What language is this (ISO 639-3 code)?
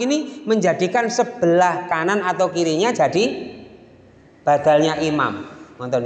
ind